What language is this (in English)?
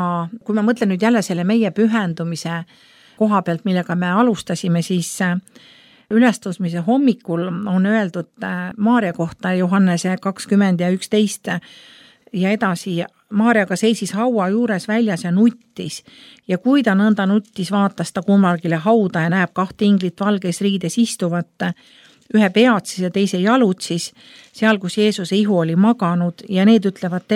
Estonian